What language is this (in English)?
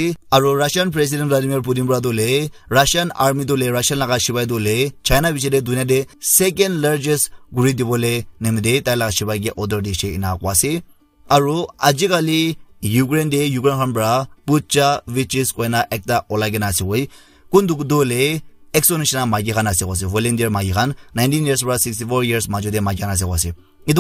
Naga Pidgin